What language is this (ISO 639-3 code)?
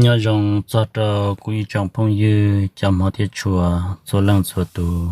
hmn